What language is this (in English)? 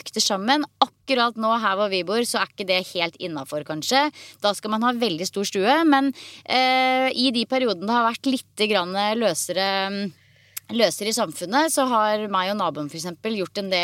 Norwegian